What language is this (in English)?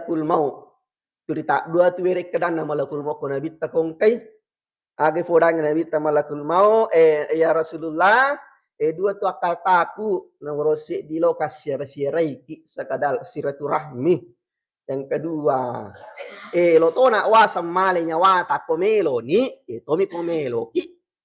Buginese